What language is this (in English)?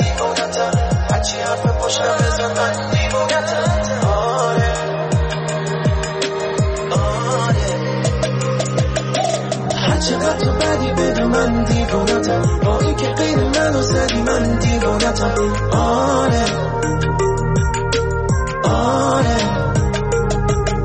Persian